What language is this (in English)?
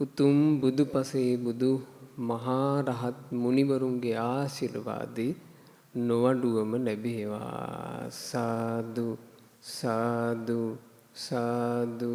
Sinhala